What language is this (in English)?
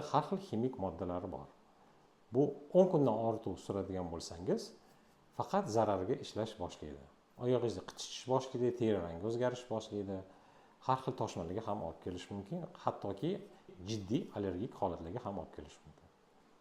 Uzbek